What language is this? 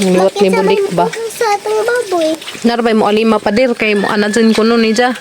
Cebuano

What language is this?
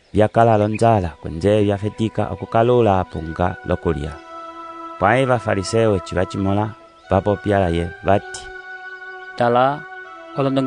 Umbundu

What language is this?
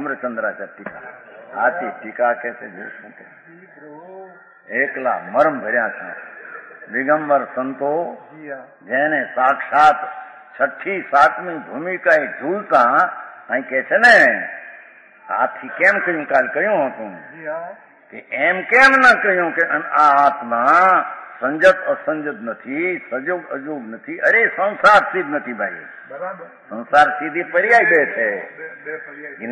Gujarati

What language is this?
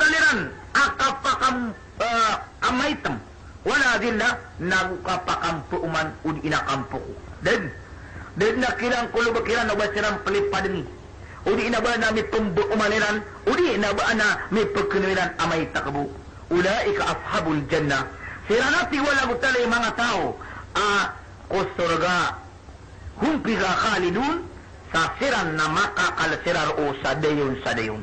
Maranao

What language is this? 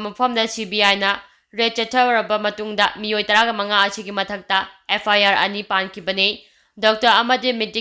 Manipuri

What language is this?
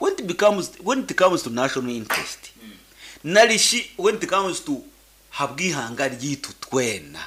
Nyankole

